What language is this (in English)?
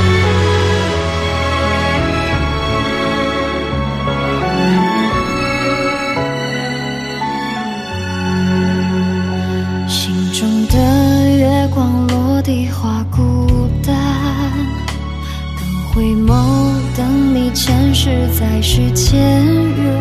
Chinese